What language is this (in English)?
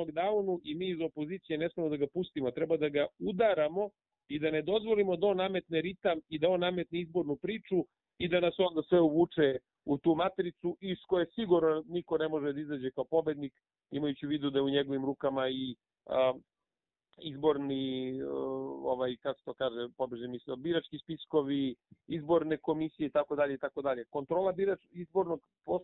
Serbian